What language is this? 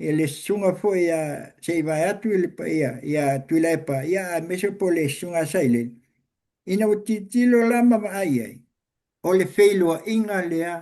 Samoan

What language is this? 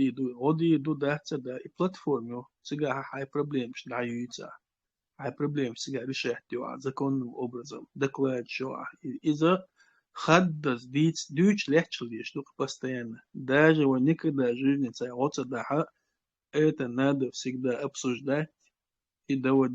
Chechen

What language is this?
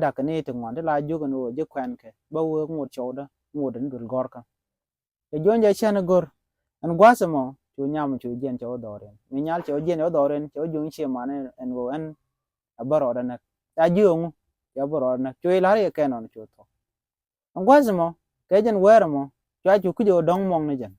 Nuer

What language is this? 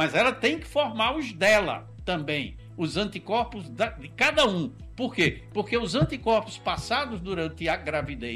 Portuguese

